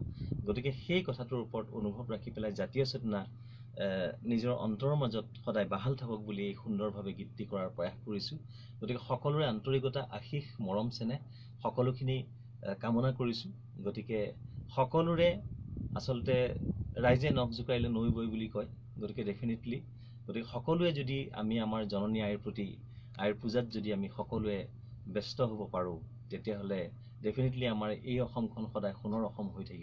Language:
Assamese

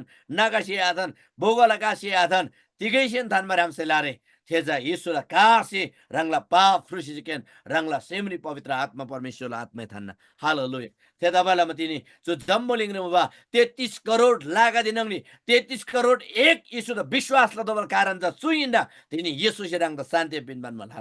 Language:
Eastern Tamang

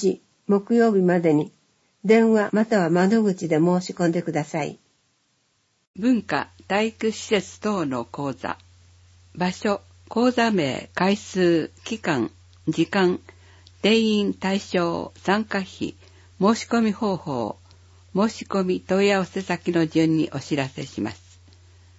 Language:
Japanese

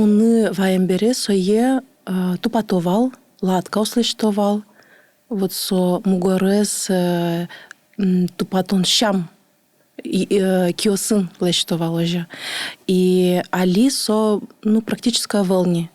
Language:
Udmurt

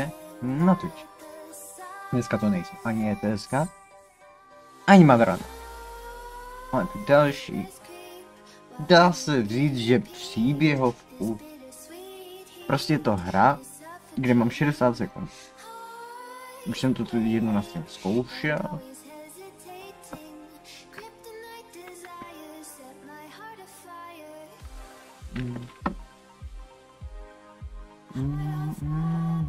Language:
Czech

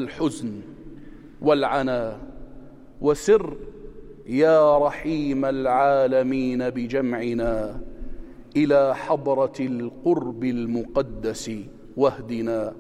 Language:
North Levantine Arabic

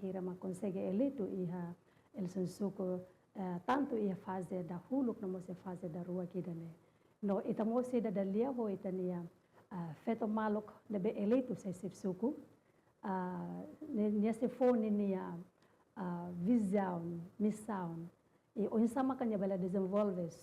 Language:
Tetum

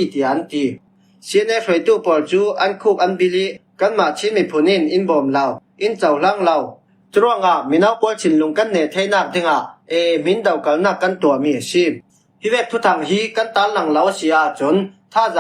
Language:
Hakha Chin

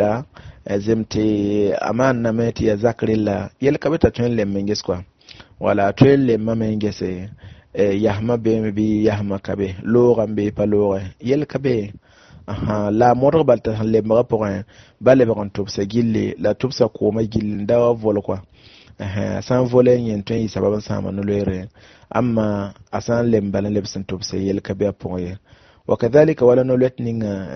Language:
Mossi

